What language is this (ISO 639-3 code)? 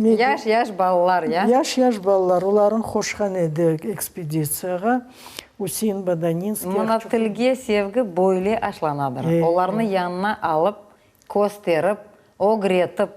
crh